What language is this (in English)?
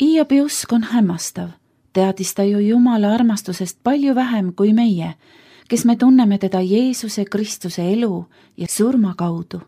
Estonian